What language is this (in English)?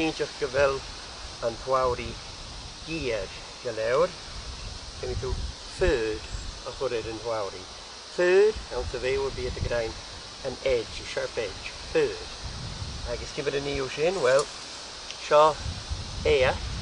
Scottish Gaelic